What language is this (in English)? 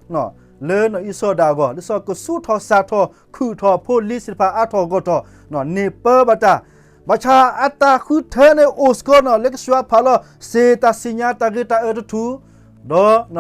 S'gaw Karen